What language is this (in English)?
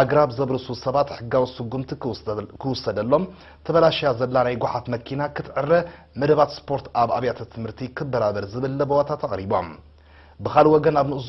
Tigrinya